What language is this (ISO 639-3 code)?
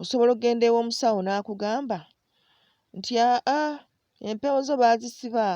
lug